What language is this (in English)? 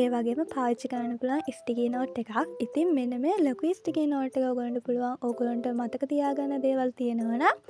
Sinhala